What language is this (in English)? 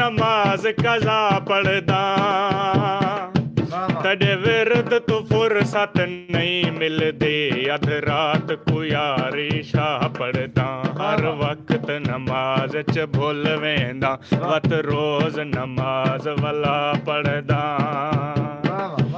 Saraiki